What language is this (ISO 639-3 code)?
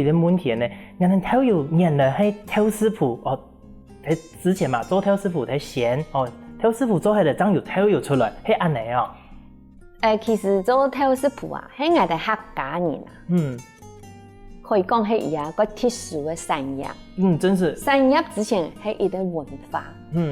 hak